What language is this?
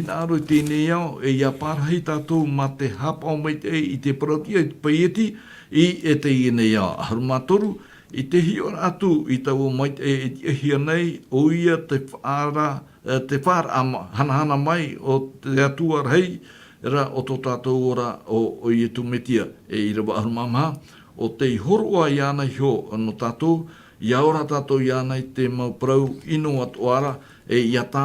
Tahitian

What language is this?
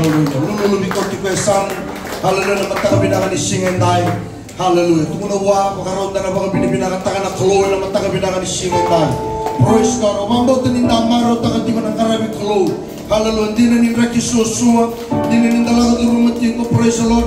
Fijian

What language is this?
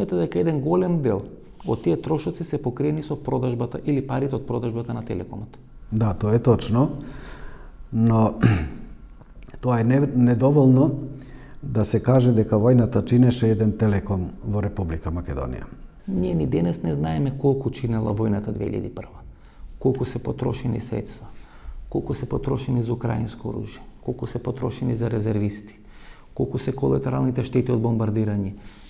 Macedonian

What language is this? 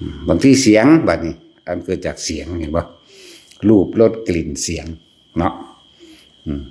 Northeastern Thai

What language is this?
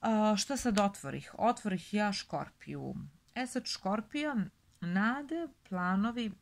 Serbian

